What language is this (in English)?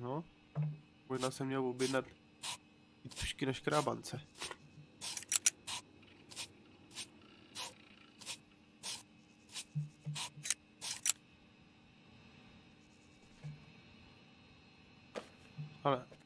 Czech